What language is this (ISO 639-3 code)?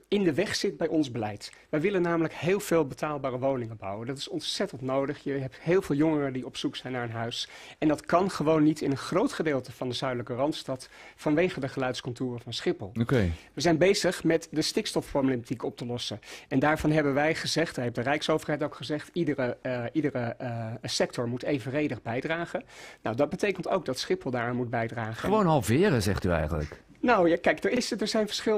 nld